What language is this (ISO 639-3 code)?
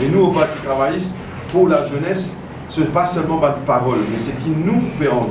mfe